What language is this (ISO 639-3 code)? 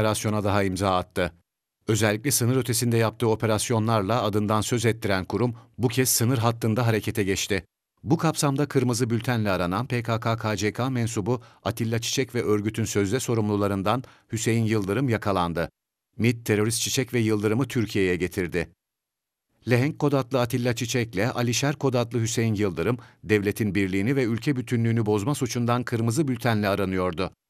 tur